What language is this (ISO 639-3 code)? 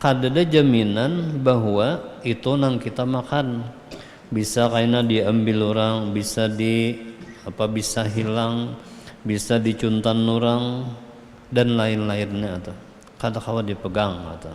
bjn